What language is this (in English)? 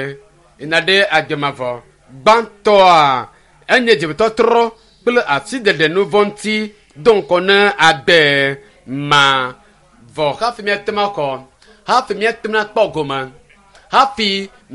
Ewe